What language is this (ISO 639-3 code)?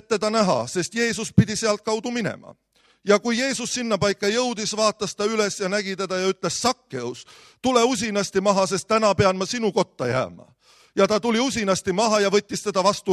est